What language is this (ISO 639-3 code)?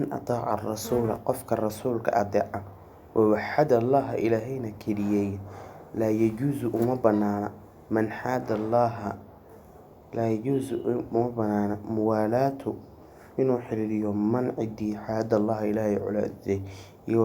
som